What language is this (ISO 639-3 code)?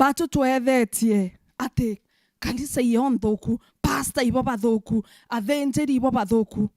mer